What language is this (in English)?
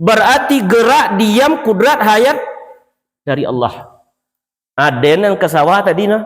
Minangkabau